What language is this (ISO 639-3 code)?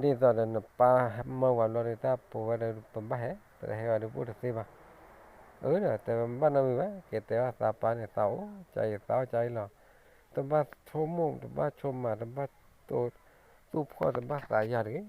ksw